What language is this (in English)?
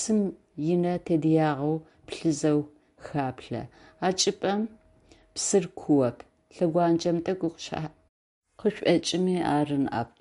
Adyghe